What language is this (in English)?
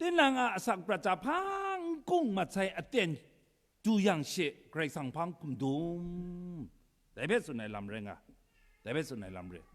Kachin